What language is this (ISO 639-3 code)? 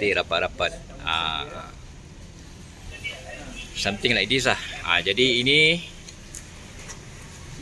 msa